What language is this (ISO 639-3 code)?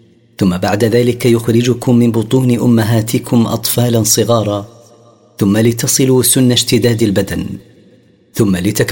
ara